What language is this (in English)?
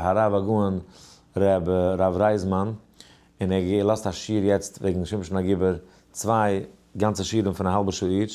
Yiddish